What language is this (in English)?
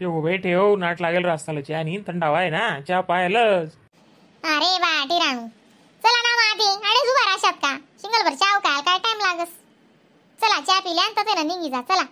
Khandesi